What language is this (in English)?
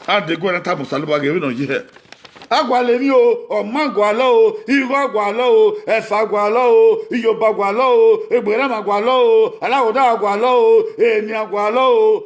Bini